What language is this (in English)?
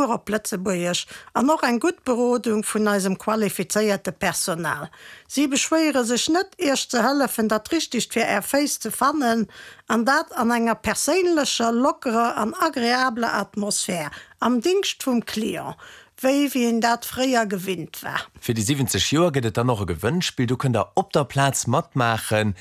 Luxembourgish